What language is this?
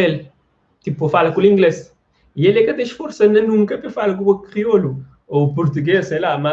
Kabuverdianu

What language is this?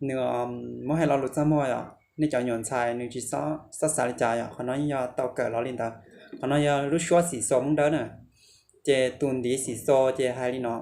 Hmong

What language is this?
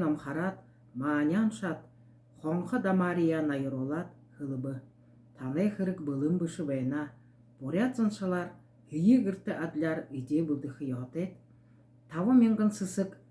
Buriat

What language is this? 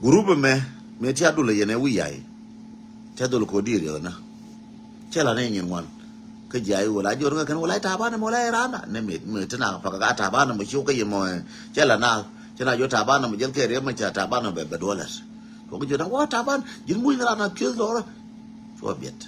Nuer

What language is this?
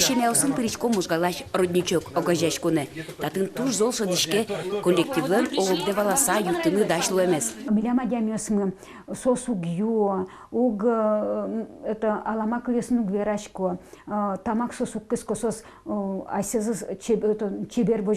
Udmurt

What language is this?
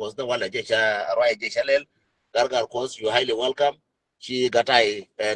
Nuer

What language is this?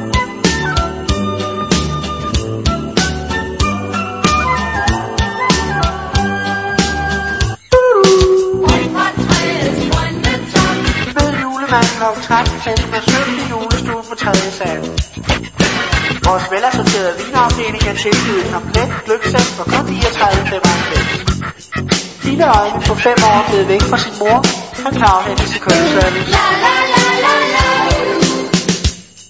Danish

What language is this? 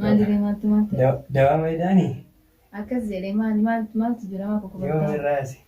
Oromo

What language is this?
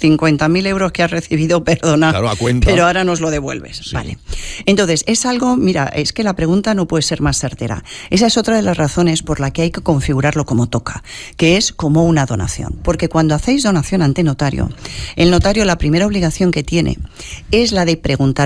Spanish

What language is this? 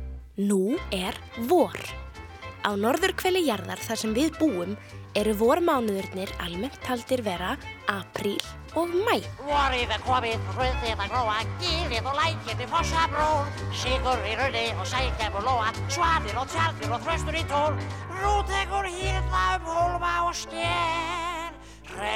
Icelandic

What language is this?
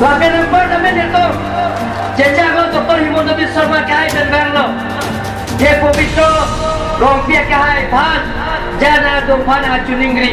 Karbi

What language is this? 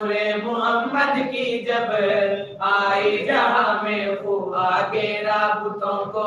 Saraiki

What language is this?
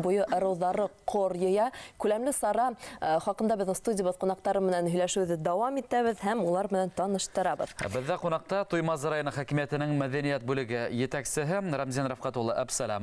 Bashkir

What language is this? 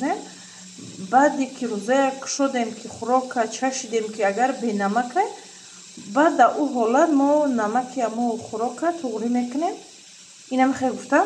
Tajik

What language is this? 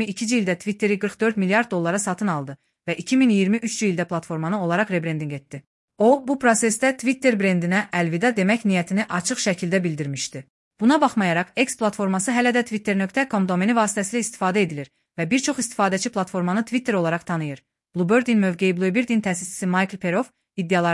Azerbaijani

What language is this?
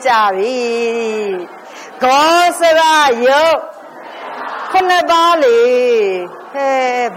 Burmese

